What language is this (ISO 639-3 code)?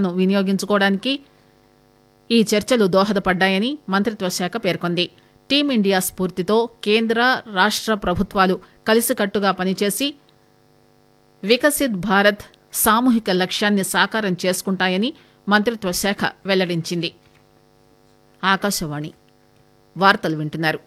tel